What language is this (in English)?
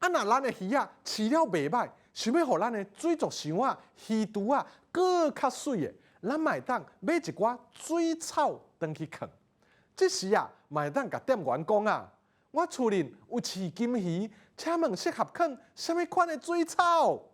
Min Nan Chinese